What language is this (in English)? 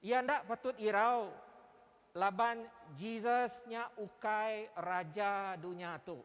Iban